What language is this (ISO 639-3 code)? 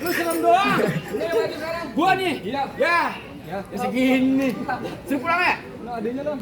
bew